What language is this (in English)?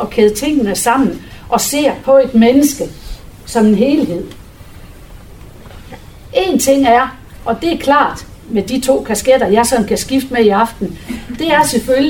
Danish